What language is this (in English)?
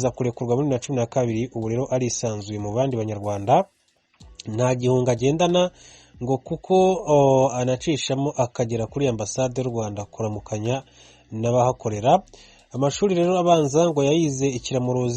Kinyarwanda